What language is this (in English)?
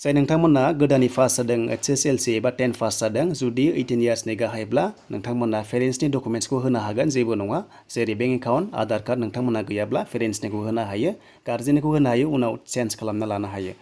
Bodo